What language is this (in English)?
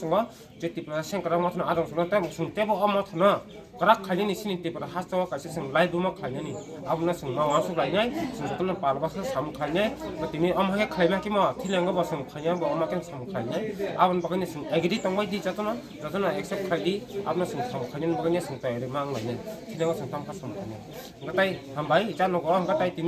Kok Borok